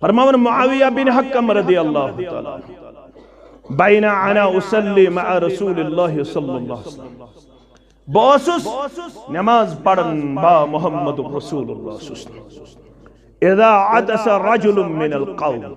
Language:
Kashmiri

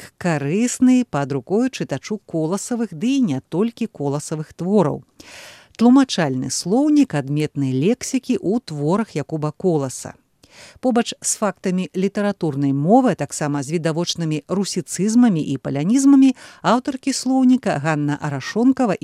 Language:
Belarusian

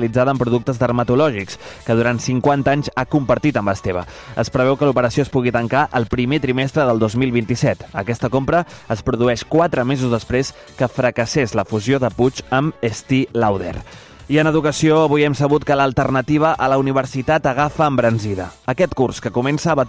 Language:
Catalan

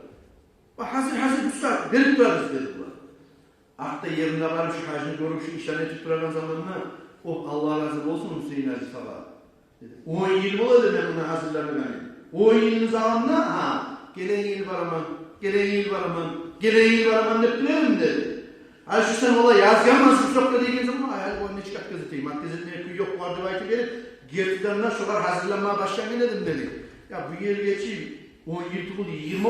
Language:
Kumyk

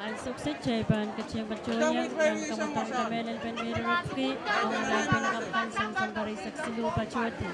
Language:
Pohnpeian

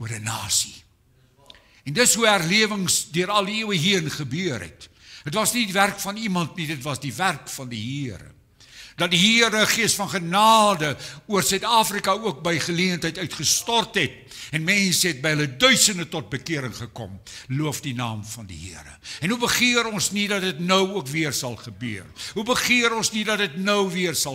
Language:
Afrikaans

